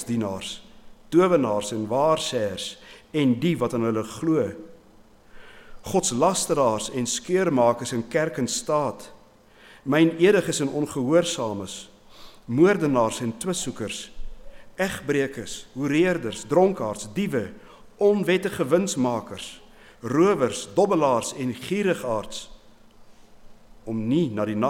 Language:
Afrikaans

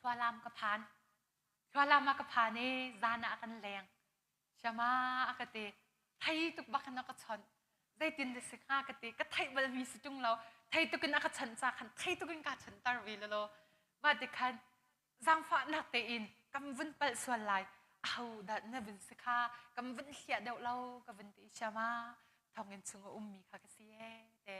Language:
Hakha Chin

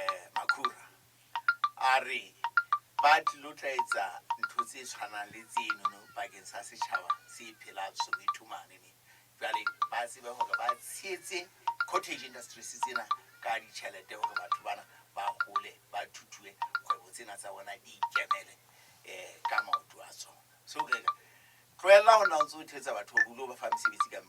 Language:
Southern Sotho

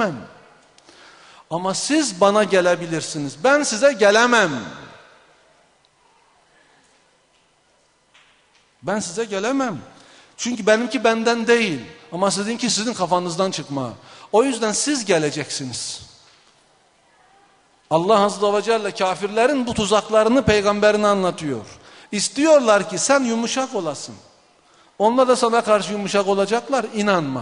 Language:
Turkish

